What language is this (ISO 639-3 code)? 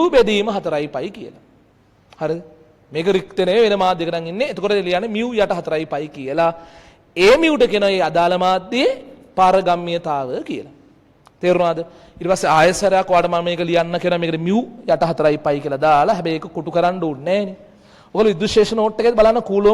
sin